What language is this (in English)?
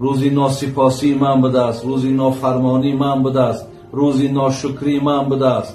Tajik